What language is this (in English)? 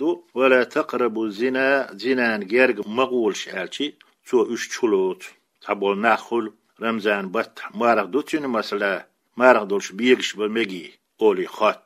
Chechen